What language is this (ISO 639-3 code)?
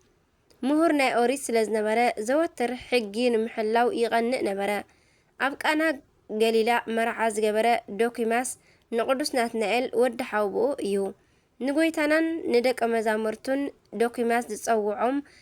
tir